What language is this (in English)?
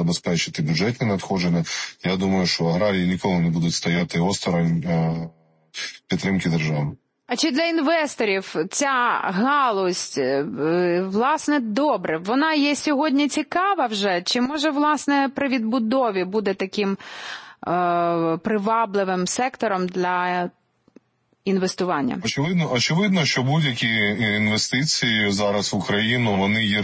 Ukrainian